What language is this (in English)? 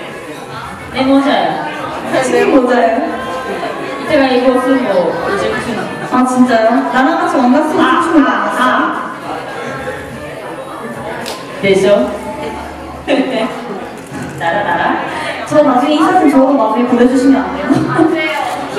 Korean